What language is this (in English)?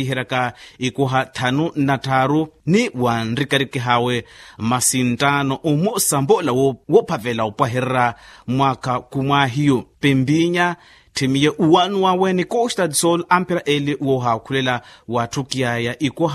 Makhuwa